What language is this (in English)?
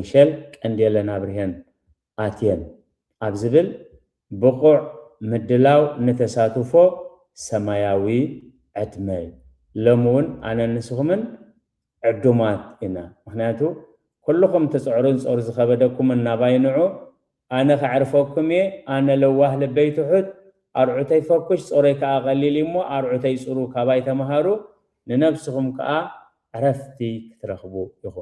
Tigrinya